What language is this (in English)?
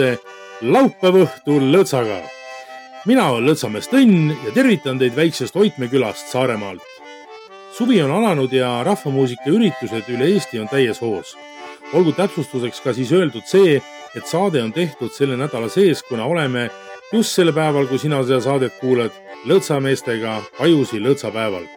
Estonian